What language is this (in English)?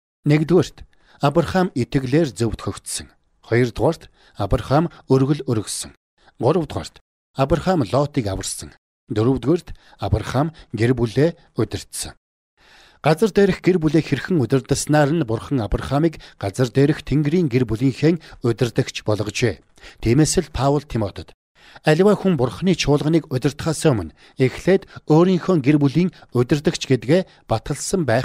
Mongolian